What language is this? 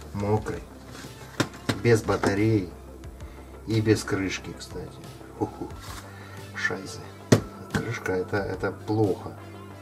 Russian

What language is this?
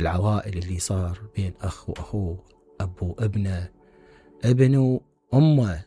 Mesopotamian Arabic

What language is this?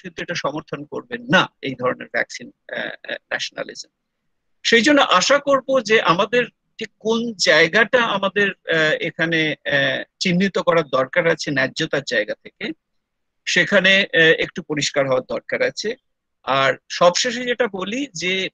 Bangla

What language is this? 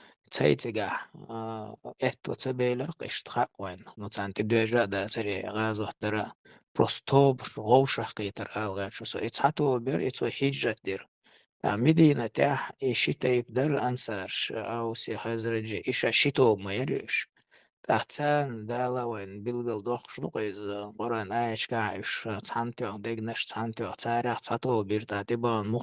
Chechen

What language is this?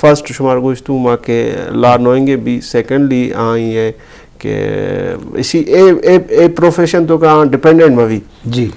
Eastern Balochi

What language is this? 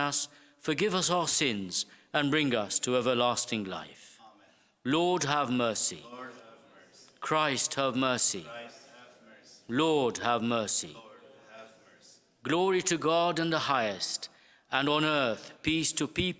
English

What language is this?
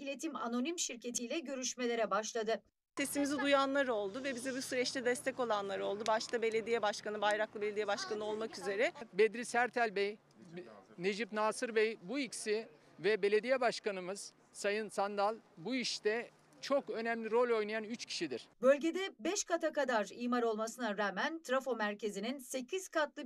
Turkish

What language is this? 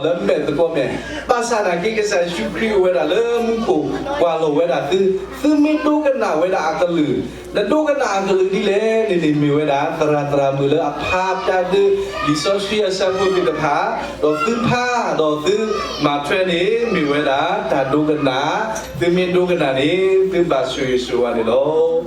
S'gaw Karen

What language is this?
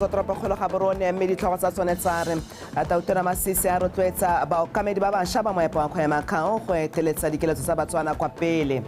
Tswana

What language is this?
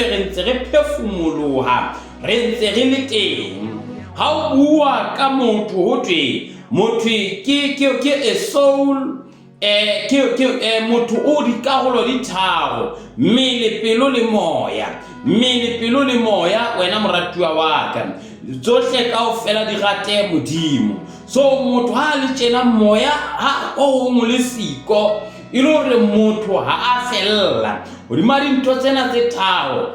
Southern Sotho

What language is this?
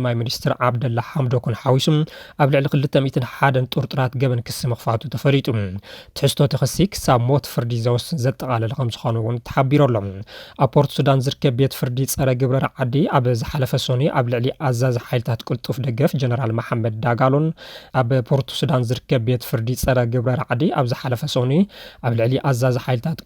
Tigrinya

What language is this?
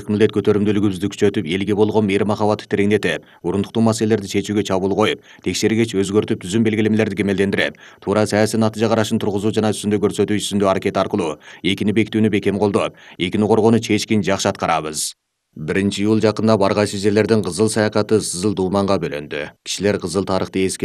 Kyrgyz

